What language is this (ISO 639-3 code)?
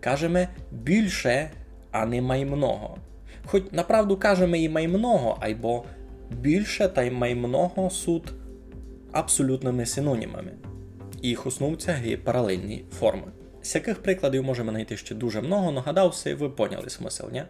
rue